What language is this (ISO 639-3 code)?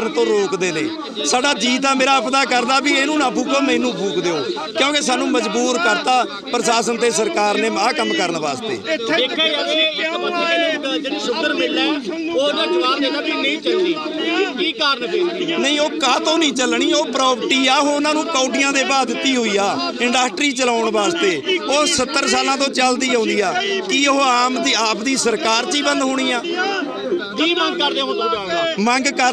pan